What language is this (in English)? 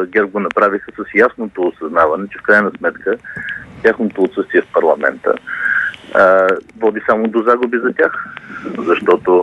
Bulgarian